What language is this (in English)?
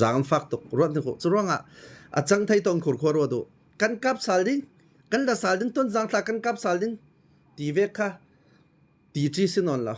Falam Chin